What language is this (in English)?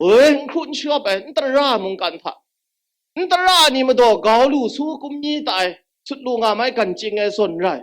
Kachin